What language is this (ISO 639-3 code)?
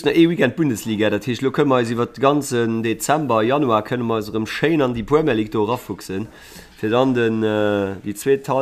ltz